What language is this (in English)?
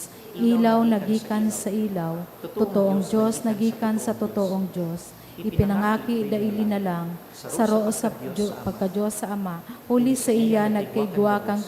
Bikol